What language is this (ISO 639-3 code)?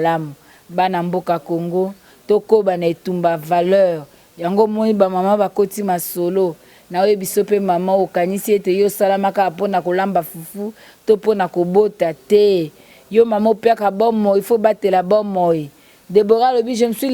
lin